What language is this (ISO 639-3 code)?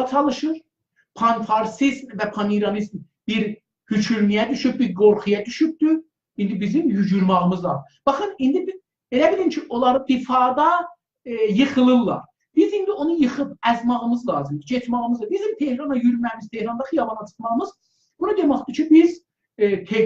azb